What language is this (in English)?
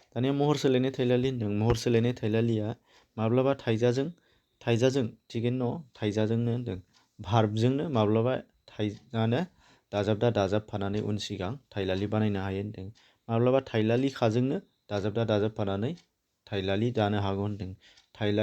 Bodo